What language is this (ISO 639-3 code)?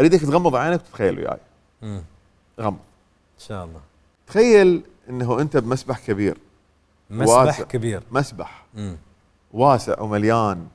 acm